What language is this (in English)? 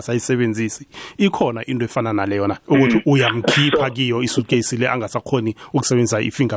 South Ndebele